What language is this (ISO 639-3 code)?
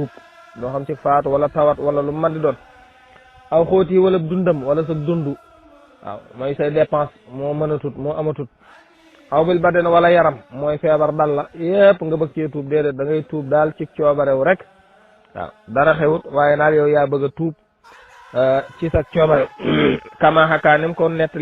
wol